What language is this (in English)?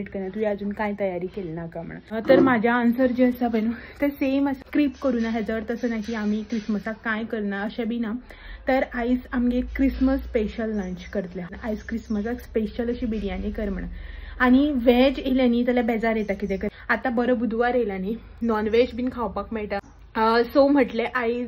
Konkani